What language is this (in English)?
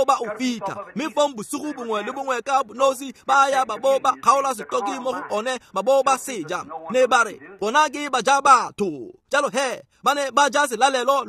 Tswana